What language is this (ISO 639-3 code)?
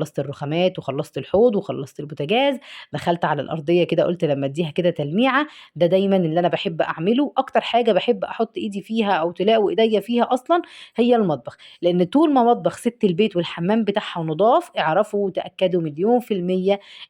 arz